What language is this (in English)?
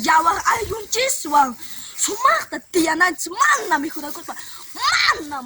Quechua